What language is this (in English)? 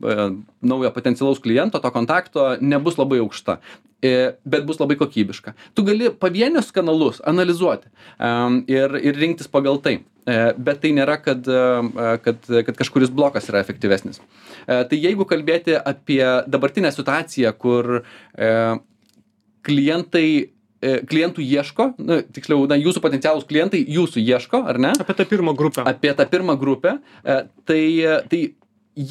Lithuanian